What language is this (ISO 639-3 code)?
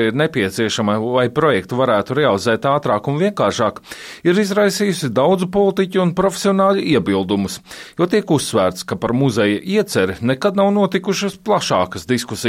lav